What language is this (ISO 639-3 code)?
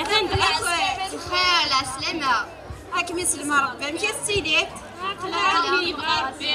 kab